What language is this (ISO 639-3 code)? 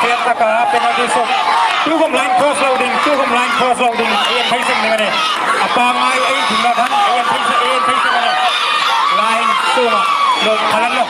hmr